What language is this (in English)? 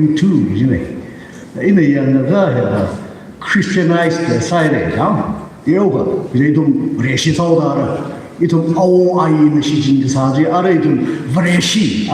Tangkhul Naga (India)